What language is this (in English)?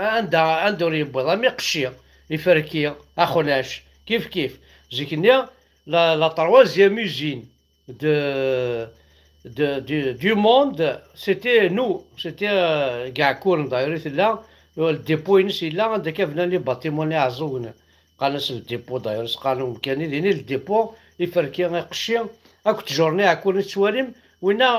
Kabyle